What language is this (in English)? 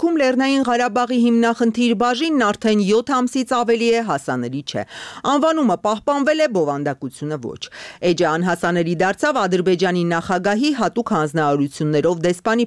Armenian